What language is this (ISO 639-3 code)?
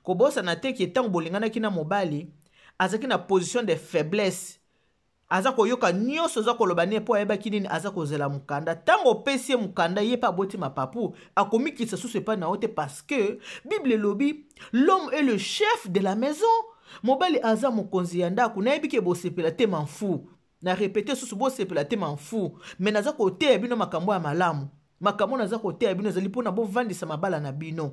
lin